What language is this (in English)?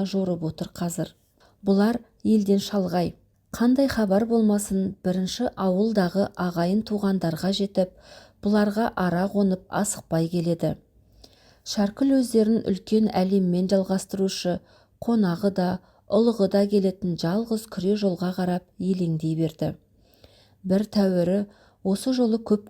Kazakh